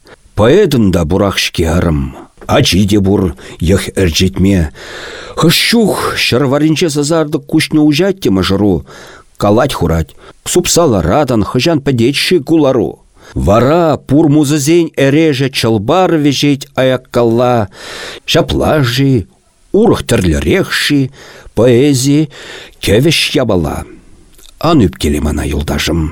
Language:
Chuvash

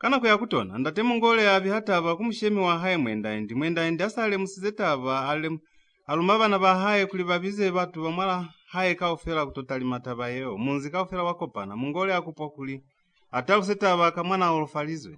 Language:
Lozi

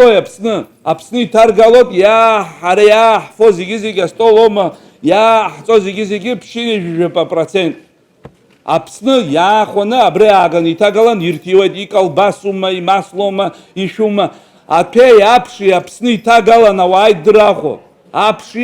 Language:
Abkhazian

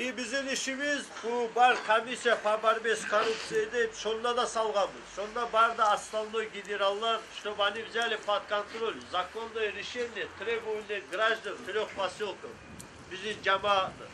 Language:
Kumyk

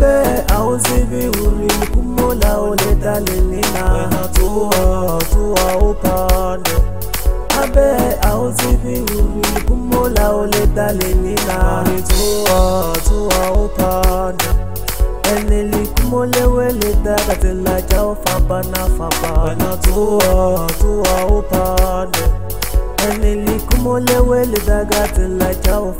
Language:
Swahili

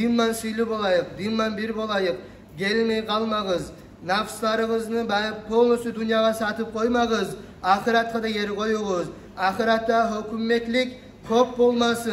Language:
Kumyk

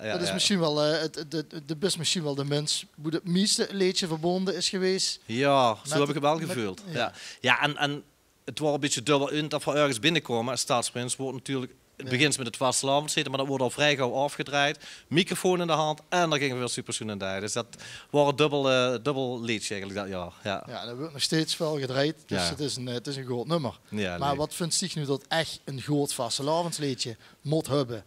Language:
Limburgish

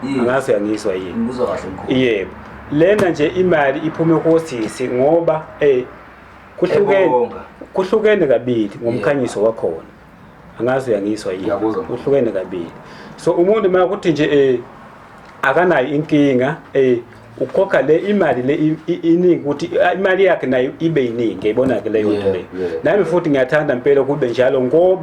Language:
Zulu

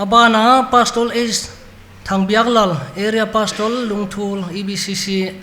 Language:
Paite Chin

